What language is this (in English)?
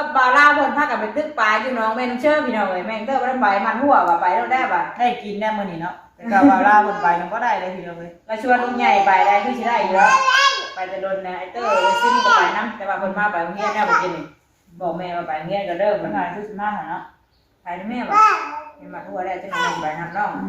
Northeastern Thai